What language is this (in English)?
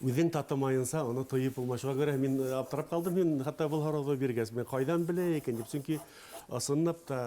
Bashkir